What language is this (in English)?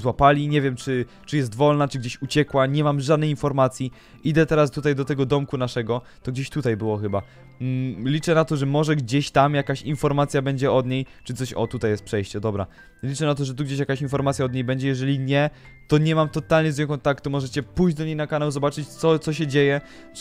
Polish